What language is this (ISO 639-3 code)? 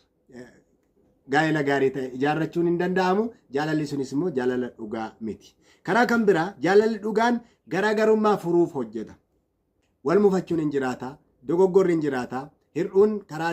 orm